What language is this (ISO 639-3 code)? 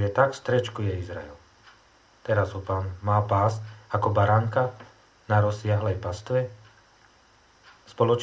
slk